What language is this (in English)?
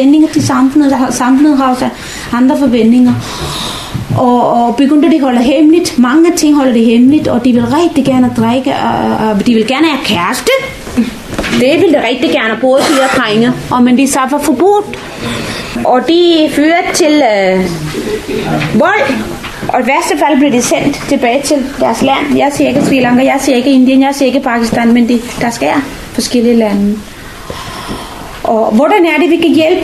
Danish